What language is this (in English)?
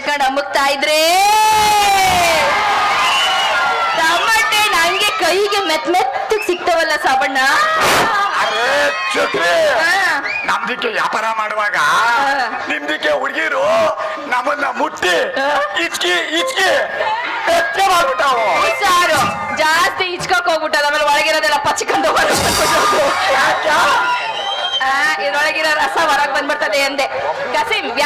Kannada